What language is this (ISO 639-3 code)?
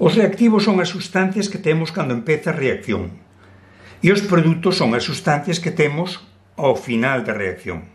glg